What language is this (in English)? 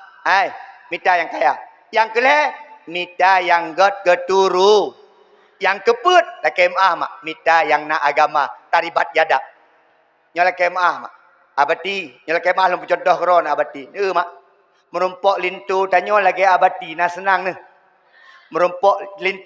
Achinese